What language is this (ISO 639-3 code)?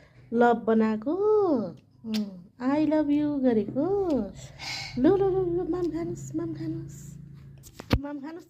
nep